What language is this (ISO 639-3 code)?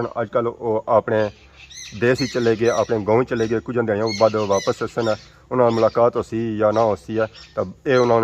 phr